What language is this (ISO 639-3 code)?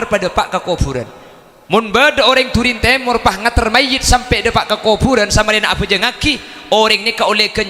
mad